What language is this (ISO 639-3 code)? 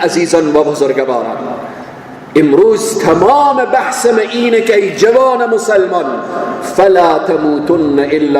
fas